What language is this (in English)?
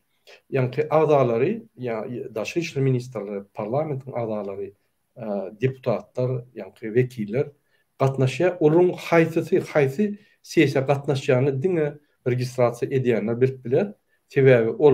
Turkmen